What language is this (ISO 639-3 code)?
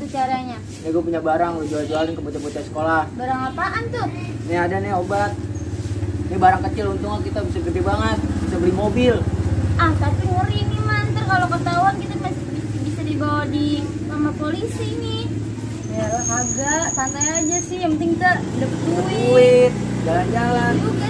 bew